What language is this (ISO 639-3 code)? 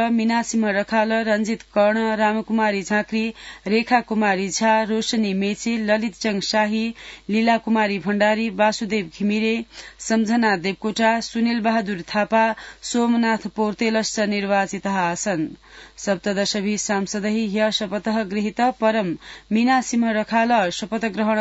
san